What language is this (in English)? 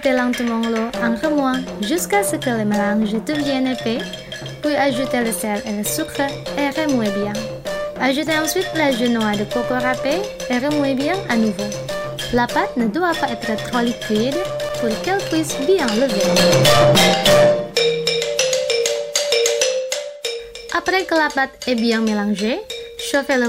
French